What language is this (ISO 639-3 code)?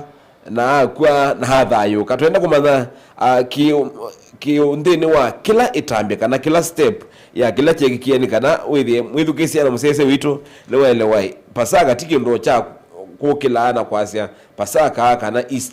kam